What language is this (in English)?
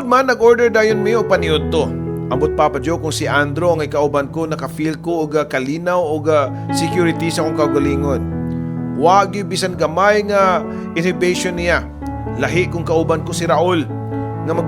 Cebuano